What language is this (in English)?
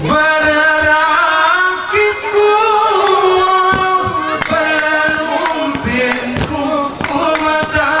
Gayo